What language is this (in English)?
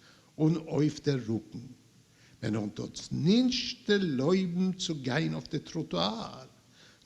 Yiddish